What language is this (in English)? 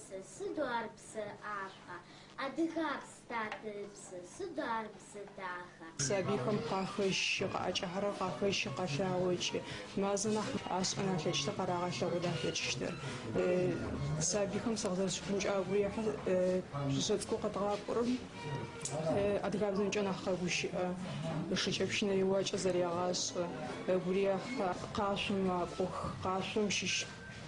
Adyghe